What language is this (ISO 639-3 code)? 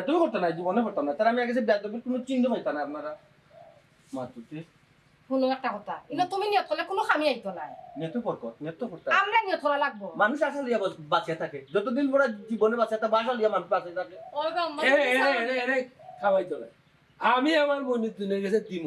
syl